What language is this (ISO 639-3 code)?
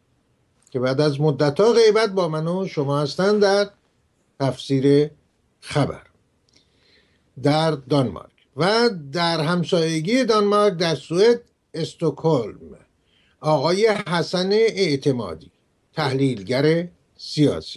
fas